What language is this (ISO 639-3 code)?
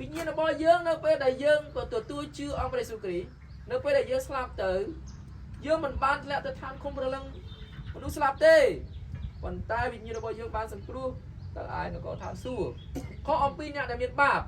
khm